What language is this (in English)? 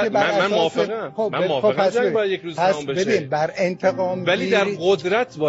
Persian